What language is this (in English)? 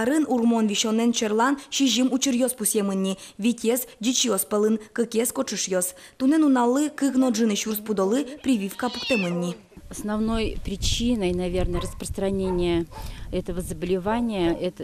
Udmurt